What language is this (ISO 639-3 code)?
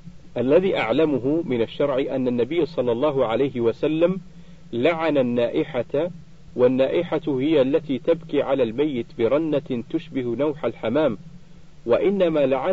ara